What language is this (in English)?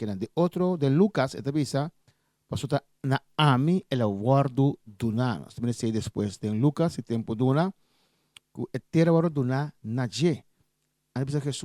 Papiamento